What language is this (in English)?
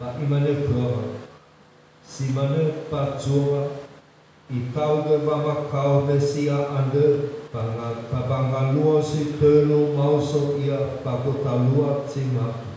Nias